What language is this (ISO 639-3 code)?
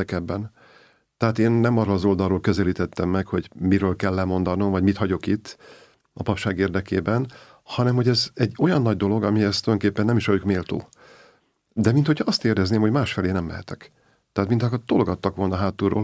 hun